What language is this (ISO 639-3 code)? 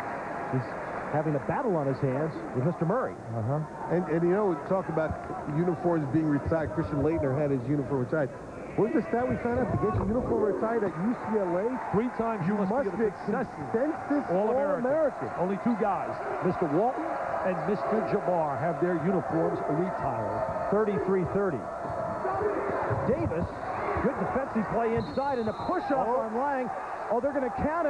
eng